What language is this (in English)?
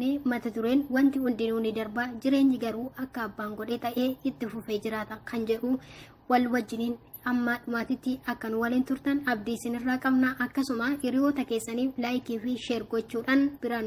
Oromo